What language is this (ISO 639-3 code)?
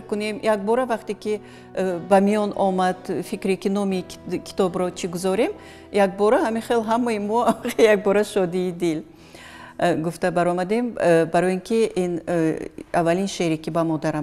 tgk